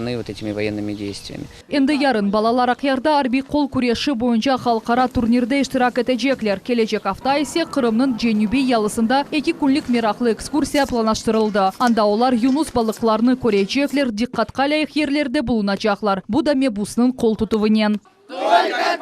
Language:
Crimean Tatar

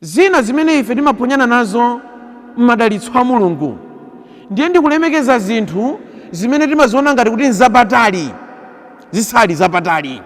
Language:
Nyanja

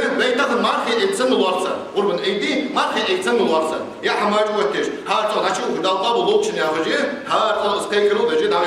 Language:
Ingush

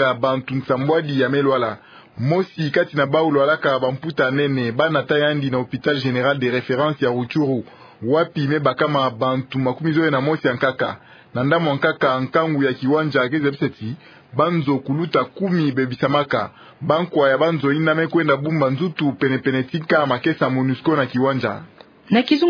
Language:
Kituba (Democratic Republic of Congo)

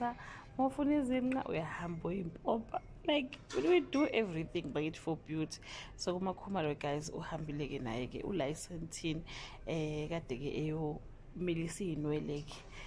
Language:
Zulu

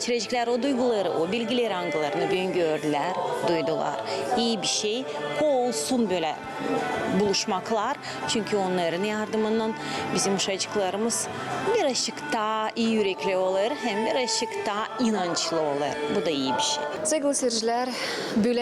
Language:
Gagauz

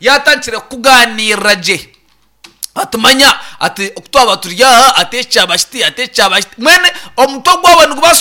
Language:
Nyankole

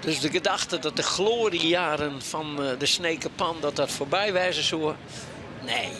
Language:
Western Frisian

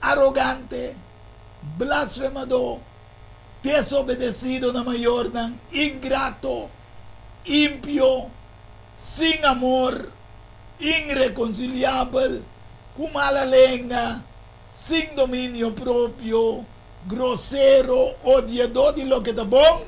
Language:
Papiamento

